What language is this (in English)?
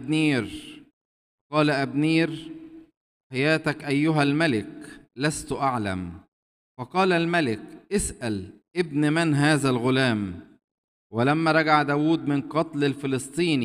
Arabic